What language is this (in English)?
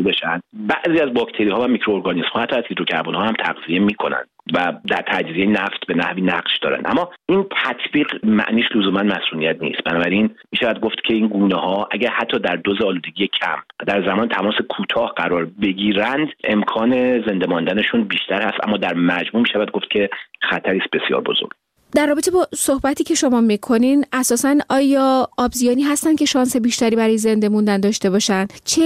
Persian